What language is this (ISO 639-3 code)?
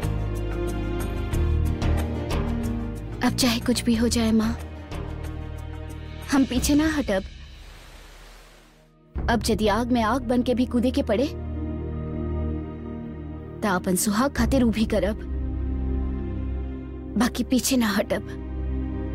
bho